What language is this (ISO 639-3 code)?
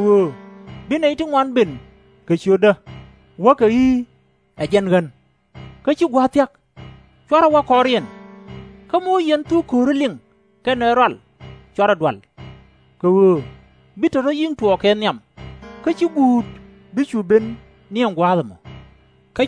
nus